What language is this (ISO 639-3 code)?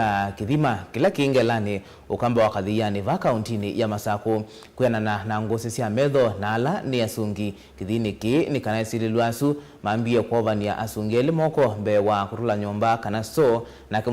kam